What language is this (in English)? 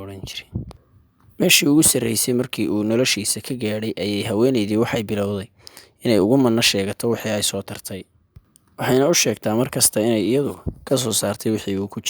Somali